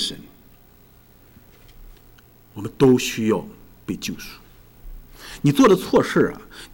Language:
Chinese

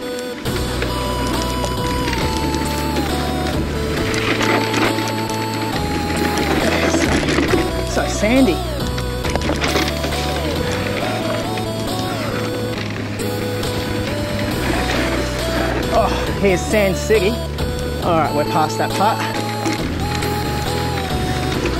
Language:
English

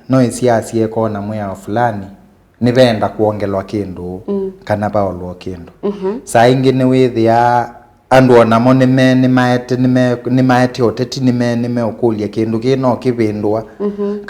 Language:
Kamba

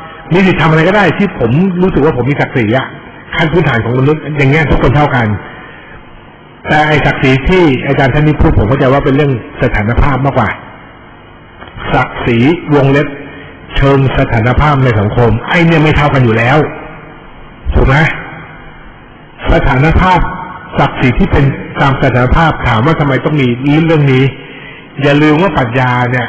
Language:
Thai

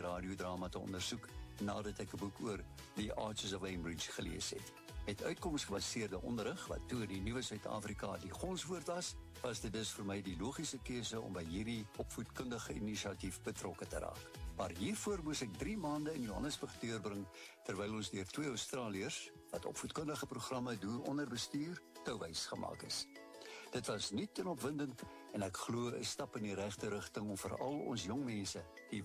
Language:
Afrikaans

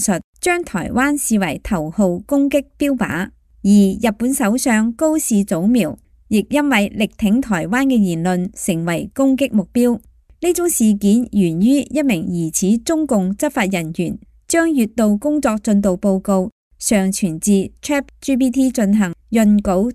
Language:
Cantonese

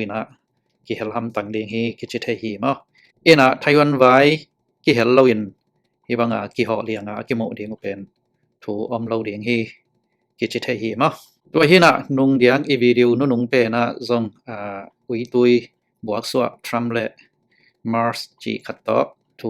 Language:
Tedim Chin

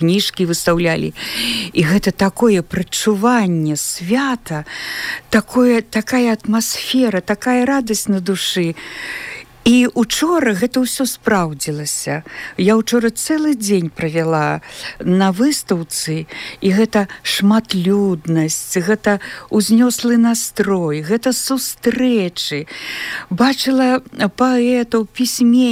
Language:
Belarusian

